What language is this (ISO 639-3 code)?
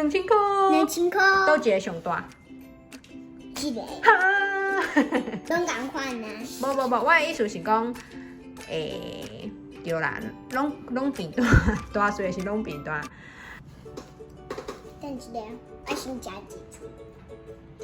nan